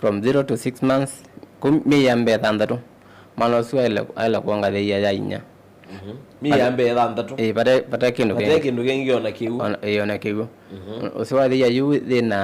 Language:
Kamba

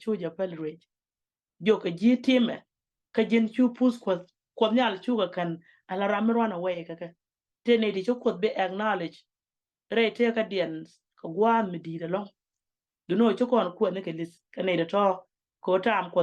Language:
Nuer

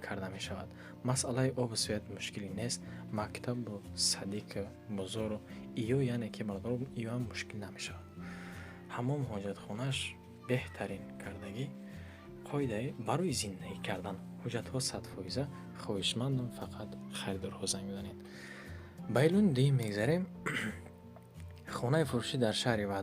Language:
Tajik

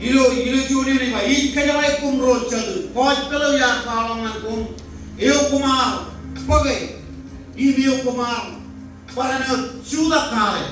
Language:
Marshallese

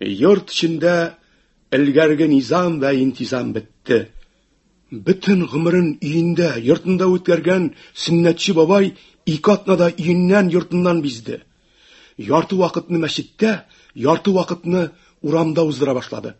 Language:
Tatar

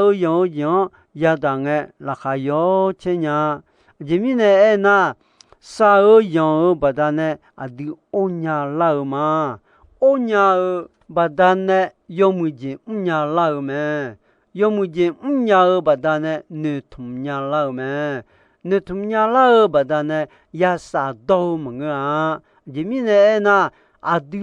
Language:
Akha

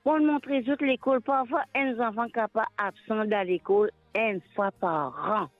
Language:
Morisyen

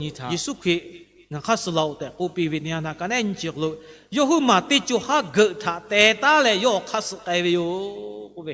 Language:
Lahu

